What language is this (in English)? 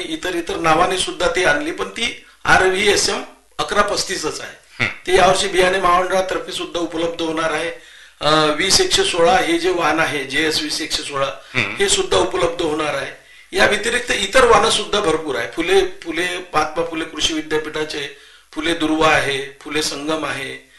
Marathi